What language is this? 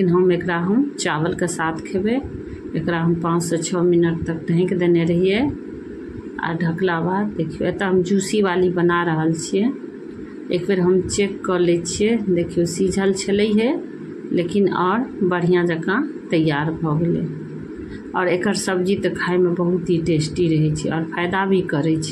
Maithili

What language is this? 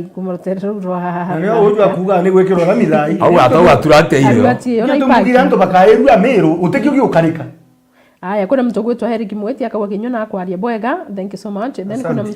Meru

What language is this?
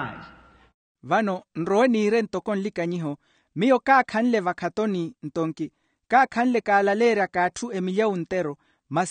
Makhuwa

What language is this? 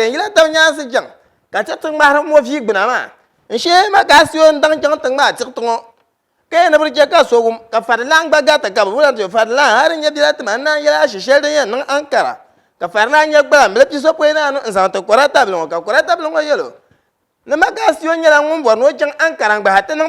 Dagbani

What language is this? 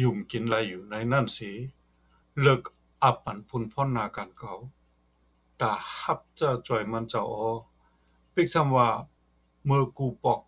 Shan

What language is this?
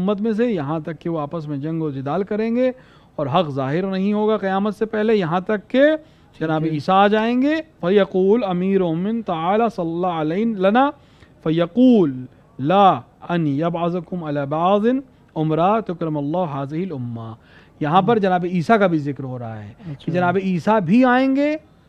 Urdu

